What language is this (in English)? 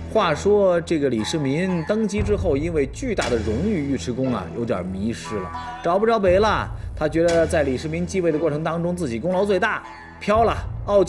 Chinese